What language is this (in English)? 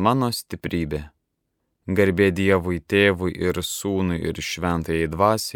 Lithuanian